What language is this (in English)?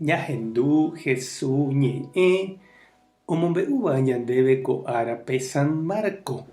Guarani